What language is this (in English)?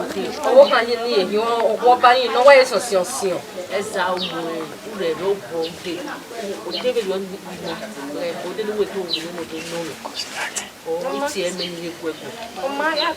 Bini